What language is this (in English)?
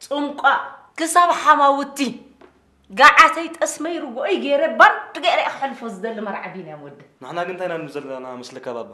Tigrinya